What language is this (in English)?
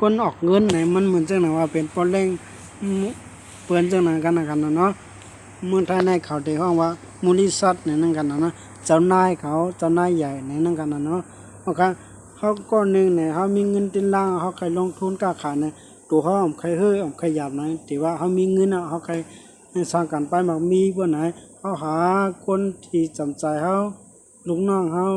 Shan